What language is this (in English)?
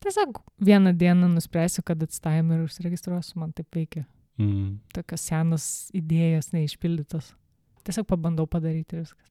Lithuanian